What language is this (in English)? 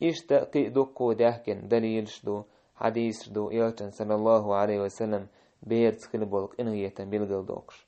Chechen